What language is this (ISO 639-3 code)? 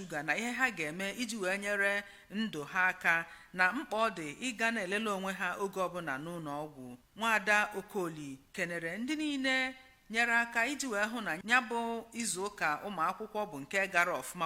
ibo